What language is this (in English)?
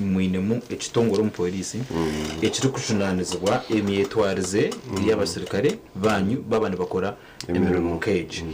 Nyankole